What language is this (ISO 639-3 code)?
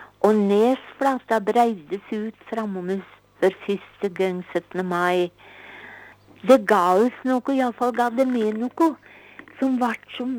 nor